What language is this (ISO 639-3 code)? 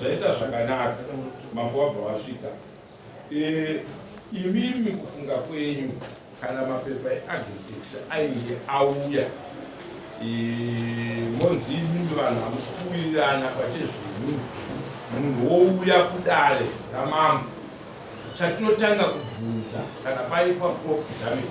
sna